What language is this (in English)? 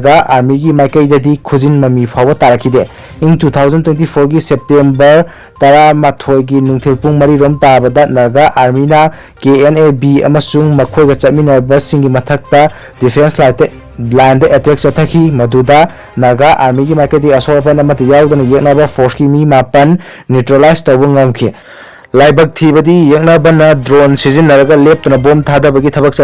Manipuri